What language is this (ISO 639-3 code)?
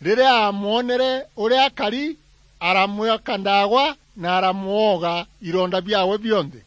mer